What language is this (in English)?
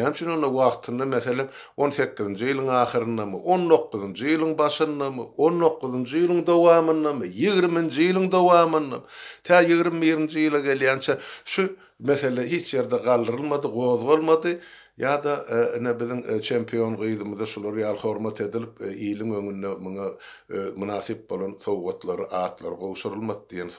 Turkmen